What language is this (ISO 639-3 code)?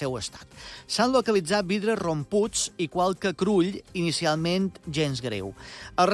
cat